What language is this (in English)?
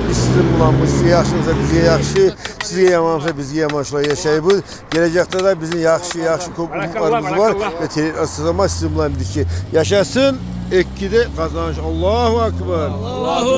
Kumyk